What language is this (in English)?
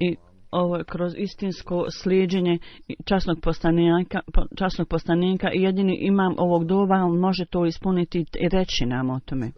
Bosnian